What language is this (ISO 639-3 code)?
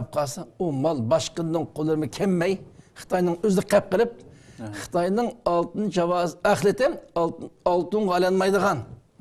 uig